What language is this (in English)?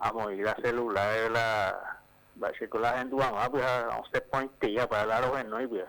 Guarani